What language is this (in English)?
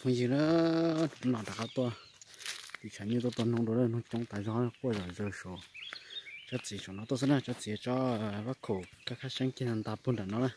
Hmong